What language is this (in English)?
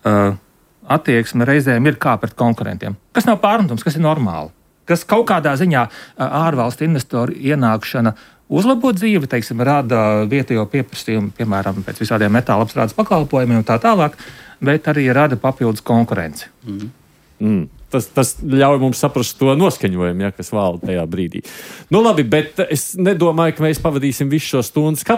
Latvian